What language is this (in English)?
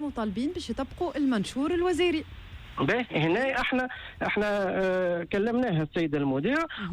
Tunisian Arabic